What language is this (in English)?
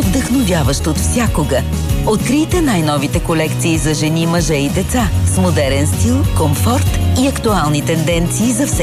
Bulgarian